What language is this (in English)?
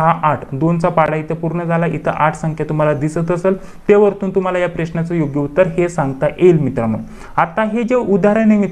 Marathi